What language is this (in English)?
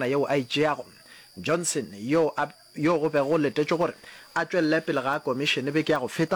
Northern Sotho